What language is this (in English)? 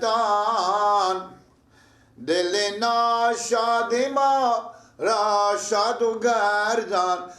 Persian